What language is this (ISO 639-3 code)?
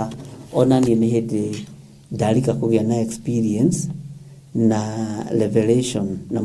kik